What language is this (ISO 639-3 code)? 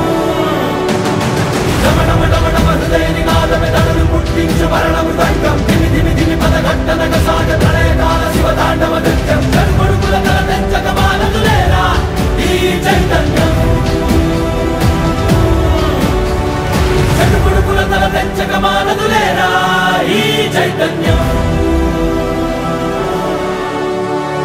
tel